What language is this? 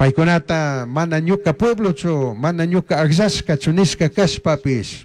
Chimborazo Highland Quichua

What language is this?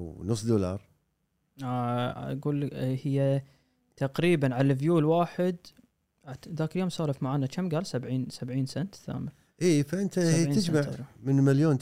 Gulf Arabic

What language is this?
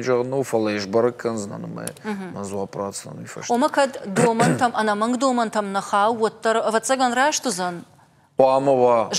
Ossetic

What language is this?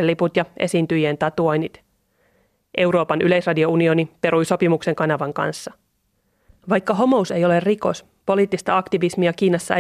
Finnish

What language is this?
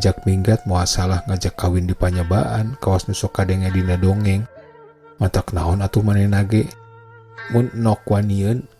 Sundanese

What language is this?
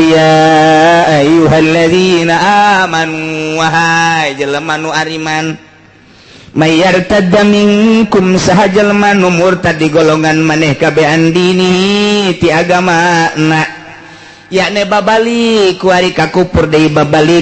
Sundanese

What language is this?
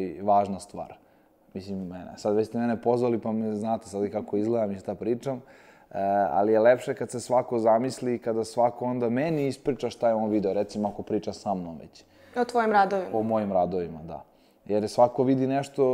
Serbian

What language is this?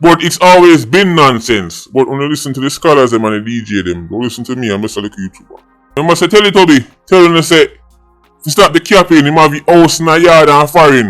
Jamaican Creole English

